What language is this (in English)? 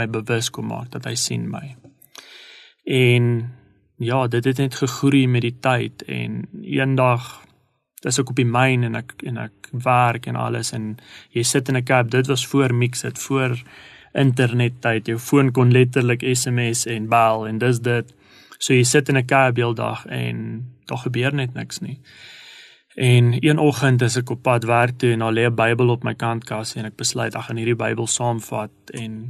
Afrikaans